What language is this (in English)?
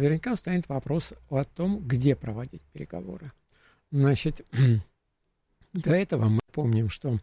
Russian